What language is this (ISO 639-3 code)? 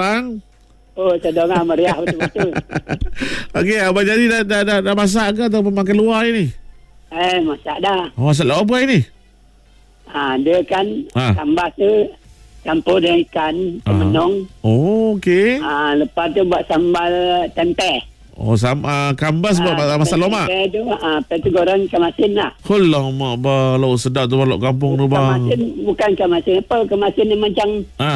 msa